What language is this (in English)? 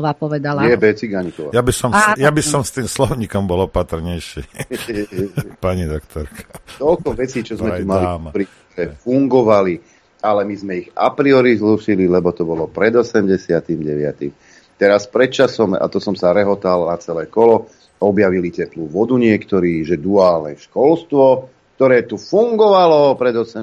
Slovak